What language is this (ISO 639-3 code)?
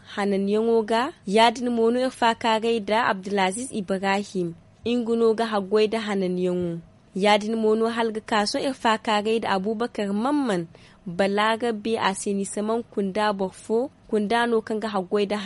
dje